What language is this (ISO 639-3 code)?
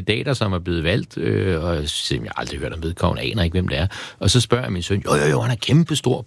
dan